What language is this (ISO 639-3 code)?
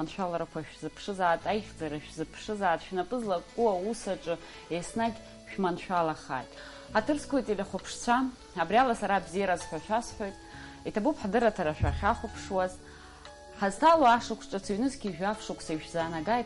abk